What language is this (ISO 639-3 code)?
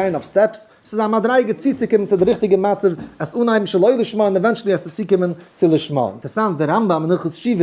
yid